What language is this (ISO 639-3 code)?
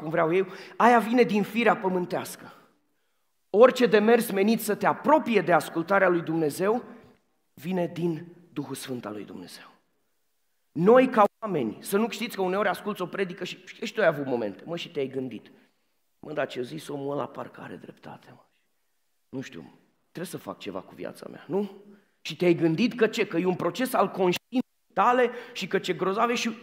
ron